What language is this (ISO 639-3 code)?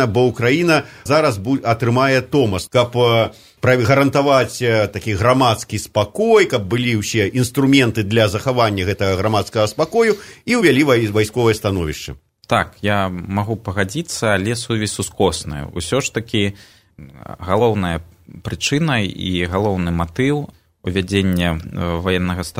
bel